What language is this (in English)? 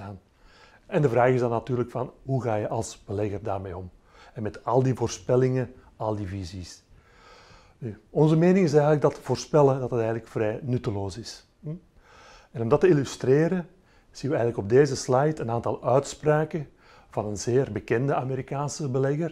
Dutch